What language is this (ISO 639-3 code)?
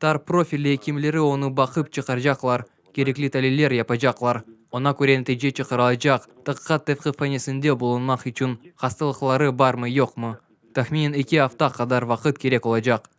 crh